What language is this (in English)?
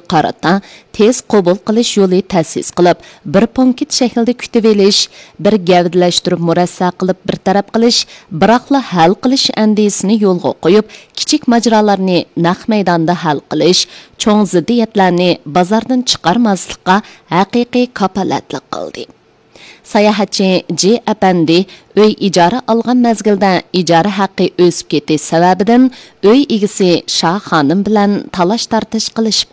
Uyghur